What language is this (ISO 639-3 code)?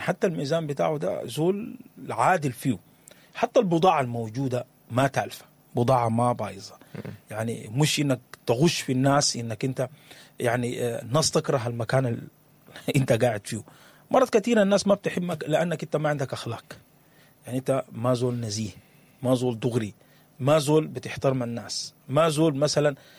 apd